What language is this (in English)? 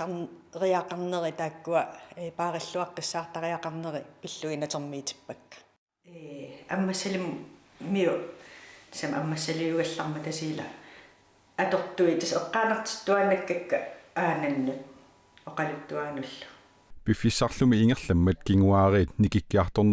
Kalaallisut